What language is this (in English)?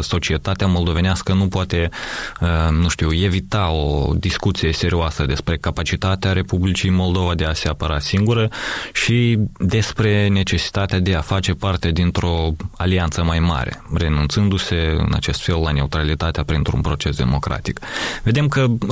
Romanian